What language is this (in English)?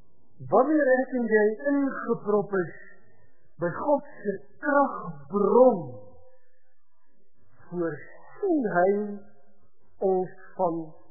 Afrikaans